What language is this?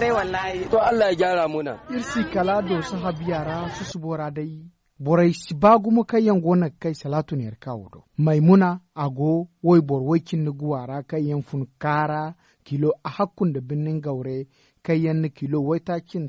Zarma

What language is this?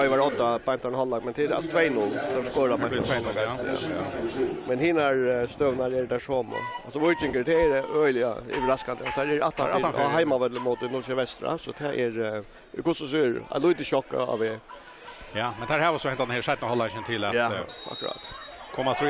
Faroese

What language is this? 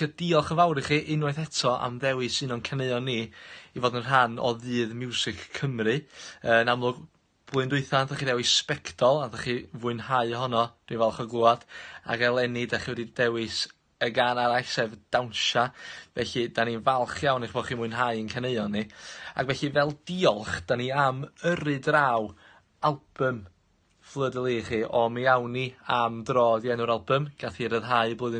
Welsh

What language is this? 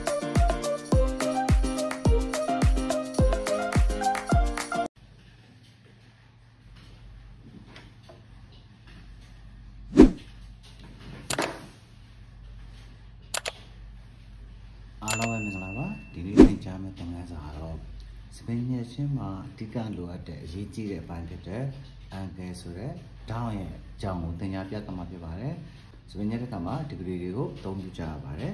Burmese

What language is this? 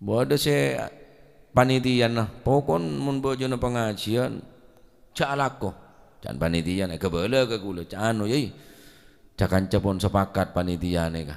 Madurese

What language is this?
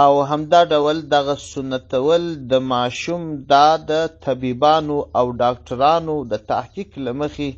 Pashto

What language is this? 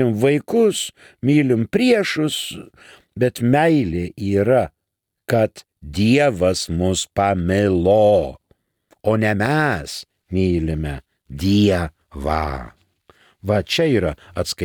Lithuanian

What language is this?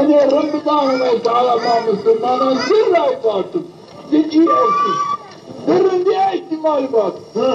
Zaza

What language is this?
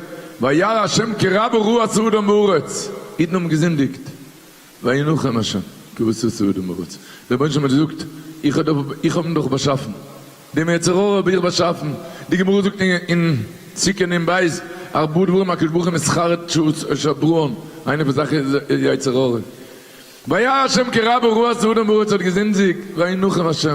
Yiddish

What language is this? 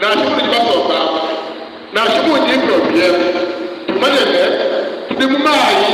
Luba-Lulua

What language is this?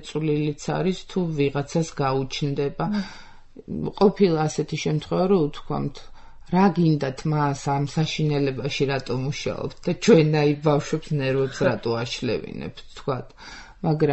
Georgian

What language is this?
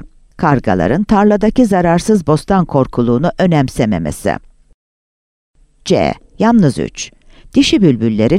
Turkish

